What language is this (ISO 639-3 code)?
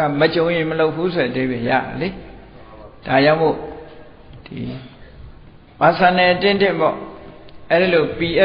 mya